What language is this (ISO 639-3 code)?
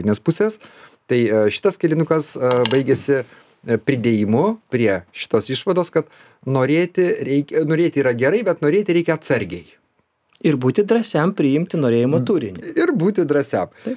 lit